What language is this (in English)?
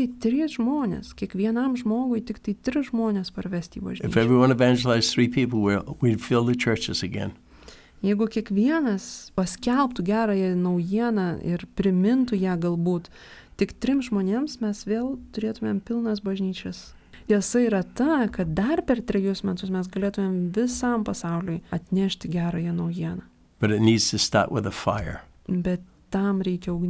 Lithuanian